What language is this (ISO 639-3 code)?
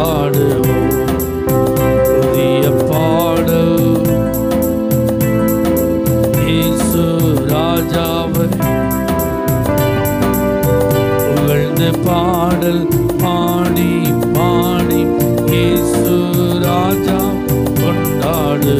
tam